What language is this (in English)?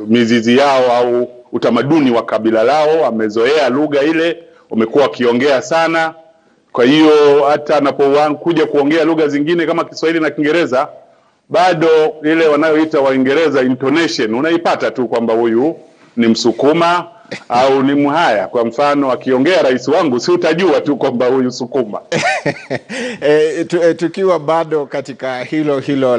Swahili